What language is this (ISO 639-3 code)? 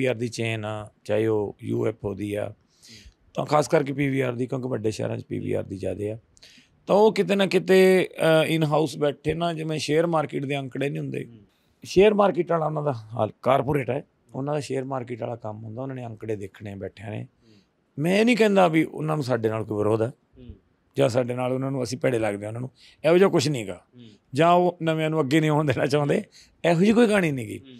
pan